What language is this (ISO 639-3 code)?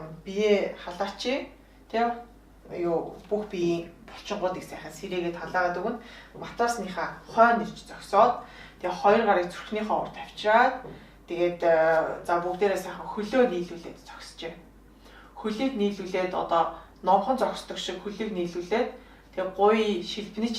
mon